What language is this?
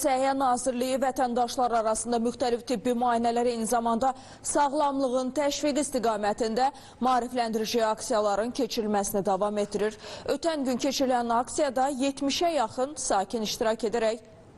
Azerbaijani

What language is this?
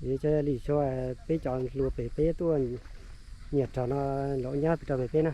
Hmong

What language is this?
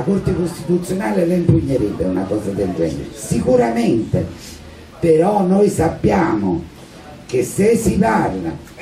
Italian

